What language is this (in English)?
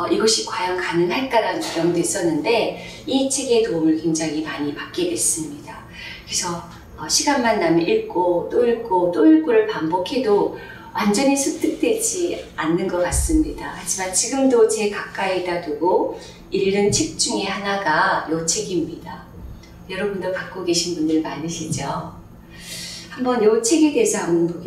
Korean